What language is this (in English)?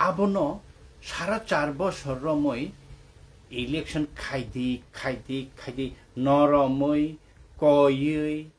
Kok Borok